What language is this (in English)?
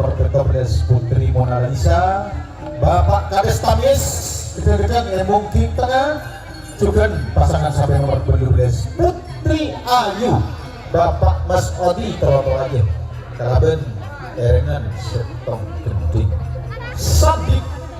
Madurese